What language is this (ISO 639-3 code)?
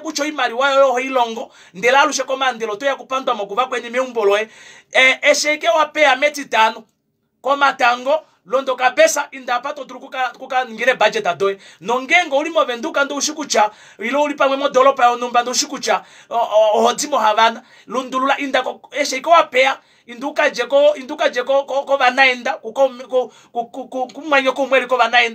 kua